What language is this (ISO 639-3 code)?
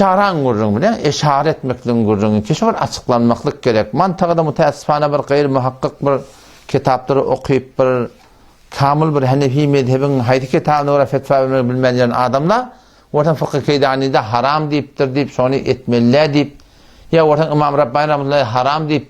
tuk